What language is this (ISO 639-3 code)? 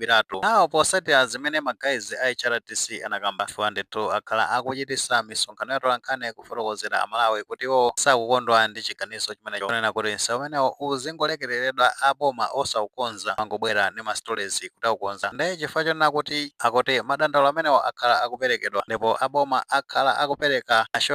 nya